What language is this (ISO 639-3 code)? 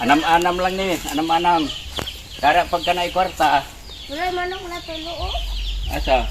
ceb